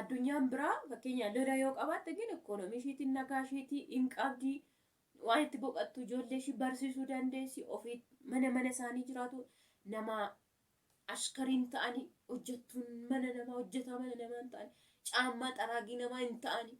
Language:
Oromo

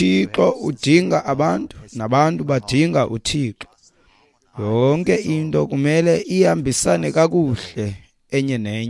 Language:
Xhosa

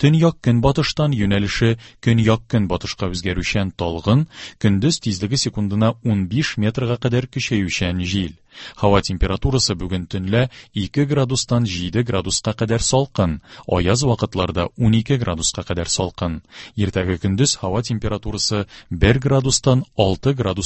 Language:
Tatar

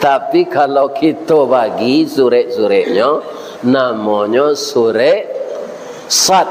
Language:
Minangkabau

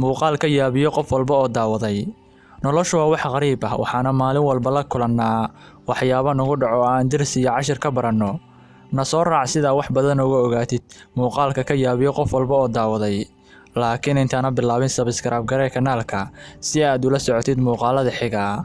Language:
Somali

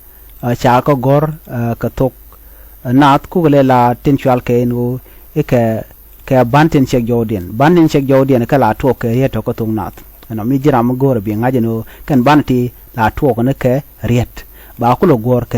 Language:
Nuer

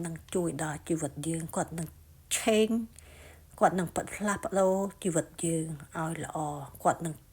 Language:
Khmer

